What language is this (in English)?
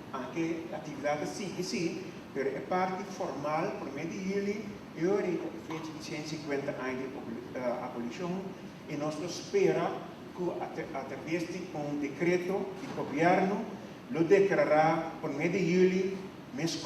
Papiamento